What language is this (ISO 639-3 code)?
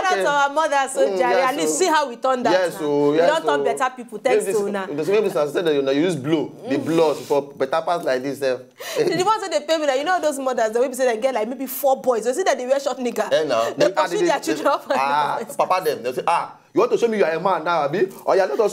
pcm